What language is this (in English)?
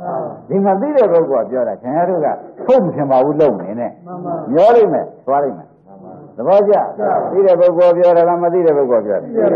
Burmese